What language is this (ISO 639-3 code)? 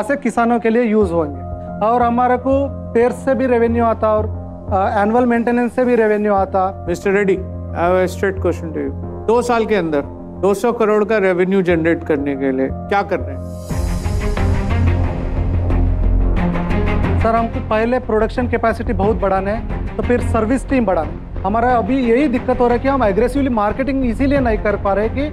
hin